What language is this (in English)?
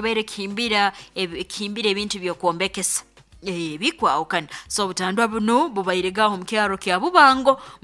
Nyoro